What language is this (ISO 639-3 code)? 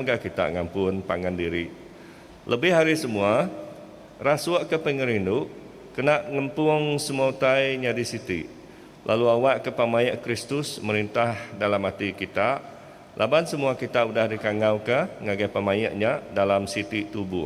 iba